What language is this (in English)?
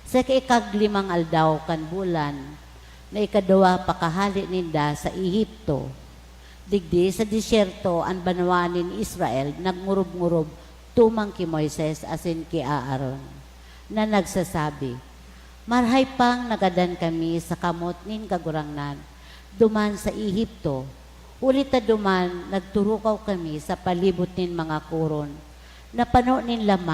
Bikol